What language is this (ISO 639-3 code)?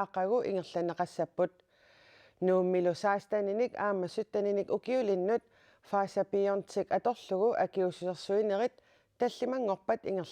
kal